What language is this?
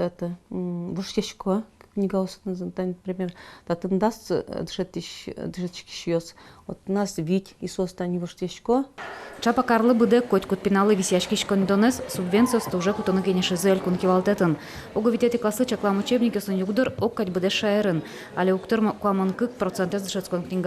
Udmurt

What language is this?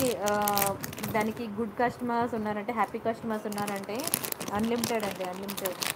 Telugu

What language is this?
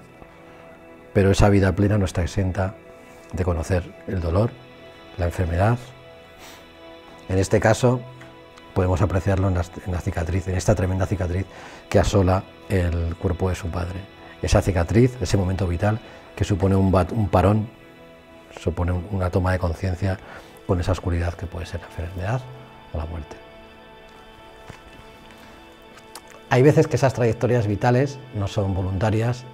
Spanish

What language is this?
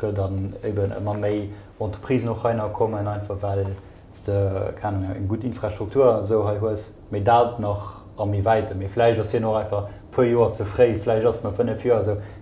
Luxembourgish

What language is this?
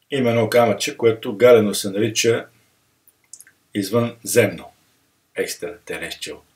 Bulgarian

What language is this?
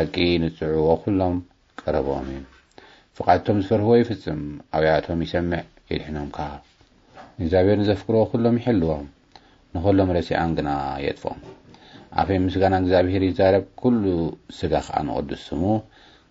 Tigrinya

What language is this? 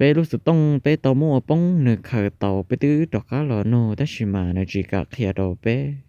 Hmong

